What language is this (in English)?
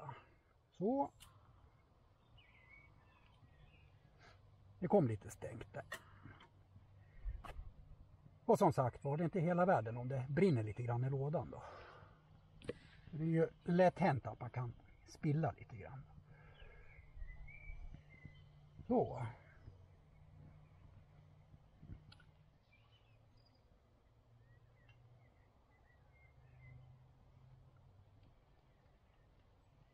Swedish